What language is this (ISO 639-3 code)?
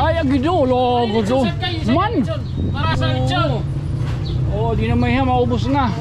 war